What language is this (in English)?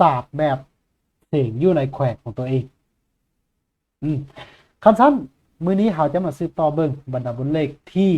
Lao